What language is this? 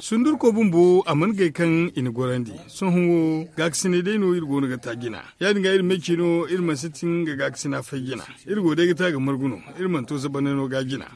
Zarma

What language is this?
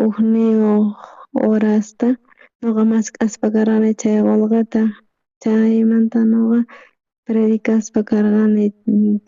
South Bolivian Quechua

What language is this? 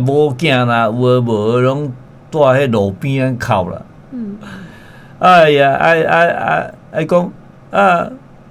Min Nan Chinese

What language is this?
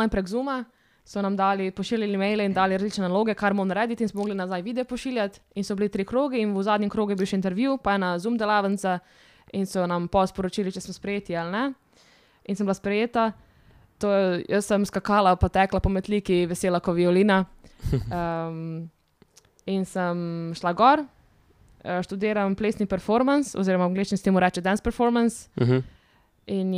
Slovenian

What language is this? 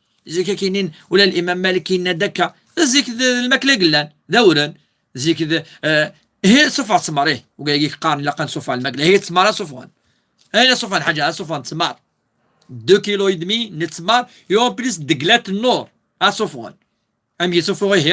Kabyle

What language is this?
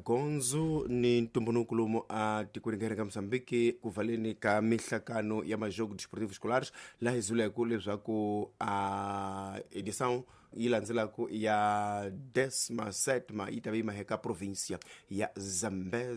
Tsonga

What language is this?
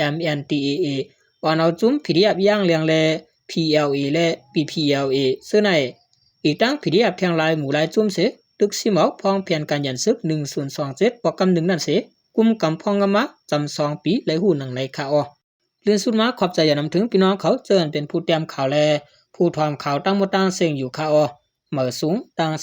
Shan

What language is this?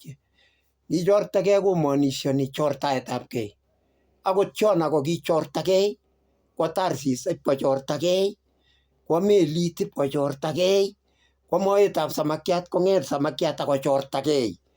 Kalenjin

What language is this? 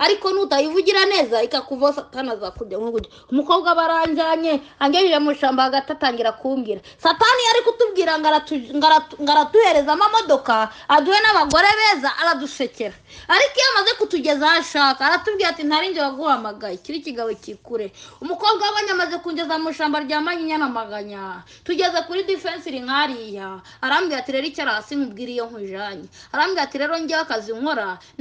Kinyarwanda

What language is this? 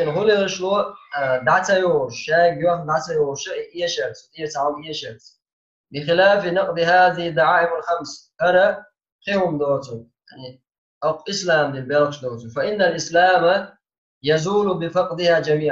Chechen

